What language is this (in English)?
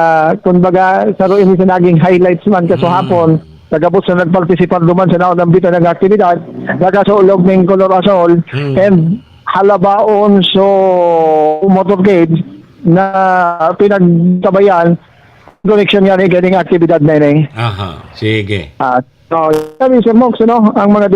Bikol